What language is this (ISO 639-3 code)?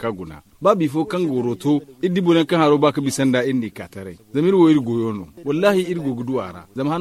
dje